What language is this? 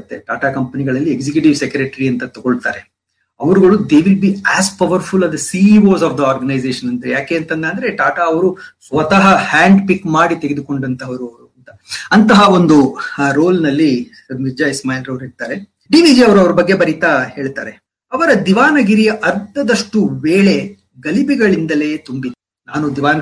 Kannada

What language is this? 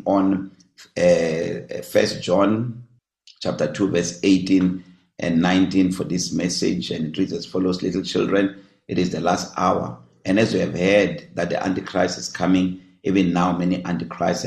English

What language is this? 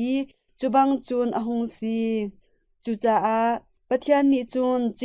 Hakha Chin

